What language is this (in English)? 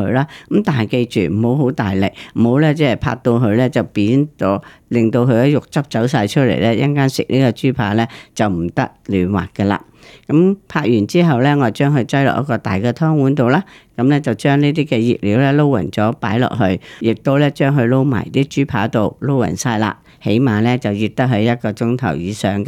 Cantonese